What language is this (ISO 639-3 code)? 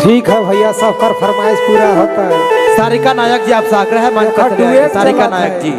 sck